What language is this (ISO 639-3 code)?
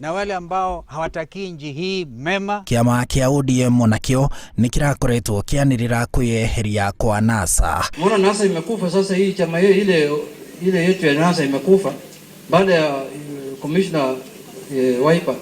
kik